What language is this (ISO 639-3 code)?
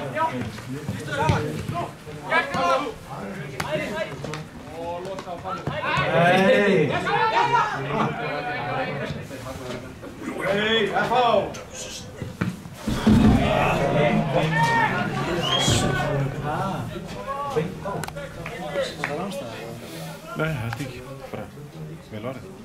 isl